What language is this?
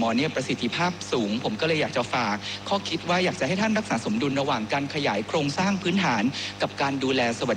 Thai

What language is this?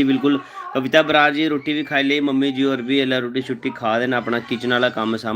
Dogri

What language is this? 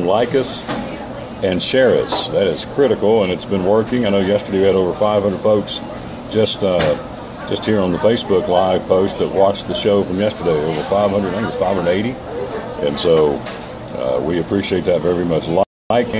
English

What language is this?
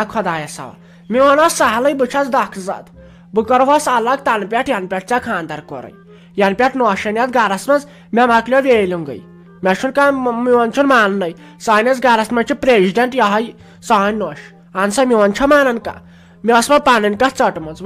Kashmiri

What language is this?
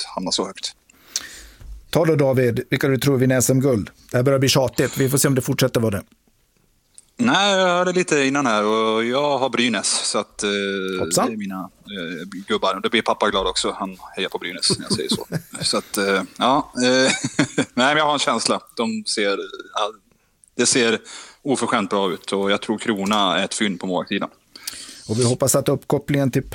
Swedish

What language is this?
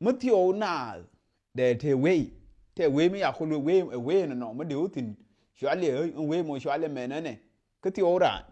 Nuer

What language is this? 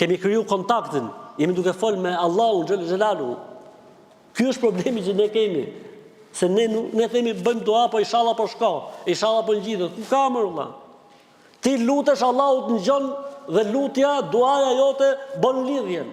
Albanian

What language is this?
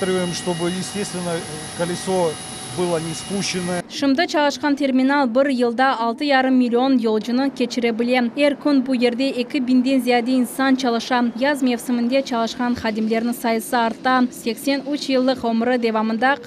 Crimean Tatar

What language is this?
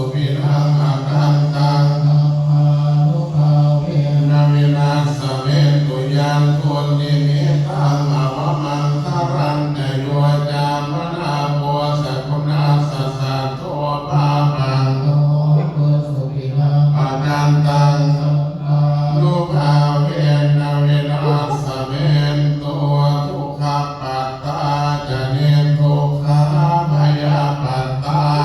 Pali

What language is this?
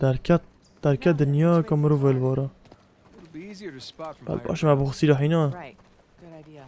Kurdish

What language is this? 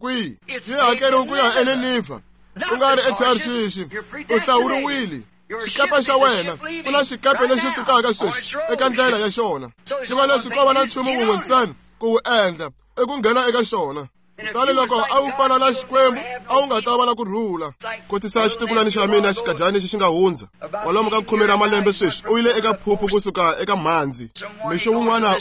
Tsonga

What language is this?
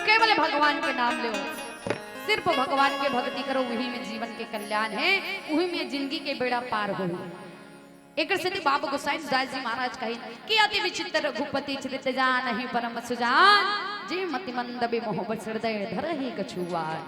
Chhattisgarhi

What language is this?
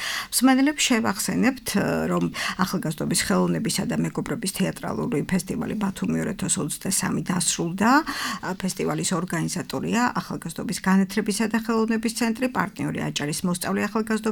Georgian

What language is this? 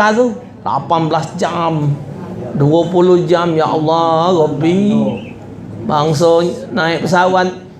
Musi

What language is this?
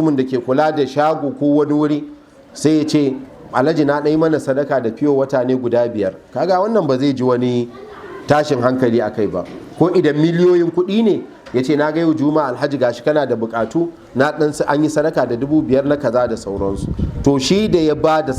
Hausa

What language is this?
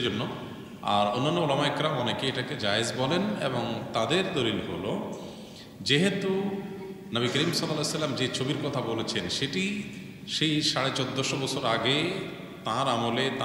Bangla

